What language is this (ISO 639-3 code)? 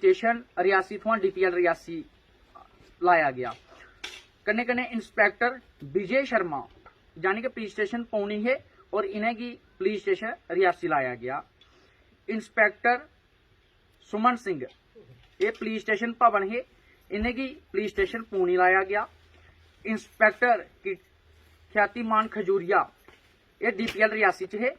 doi